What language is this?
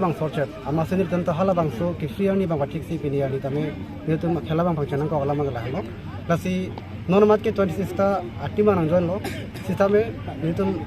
Karbi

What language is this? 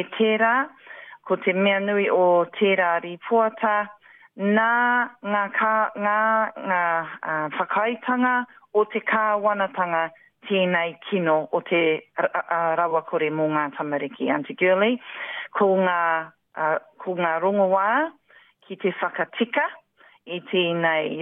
Māori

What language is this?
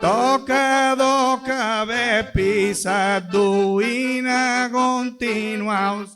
Sardinian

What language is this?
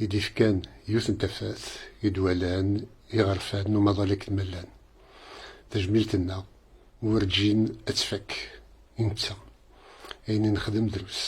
Kabyle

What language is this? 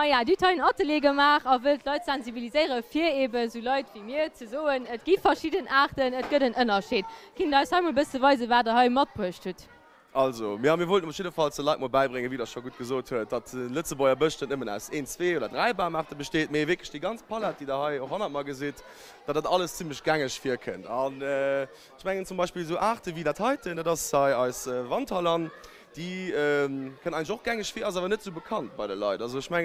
Luxembourgish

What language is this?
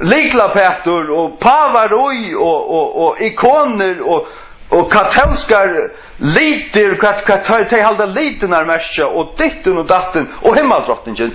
Faroese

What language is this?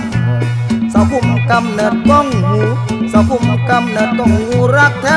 Thai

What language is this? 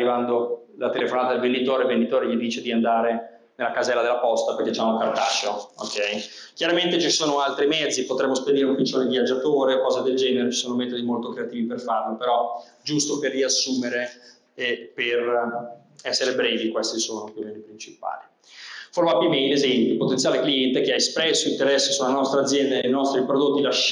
Italian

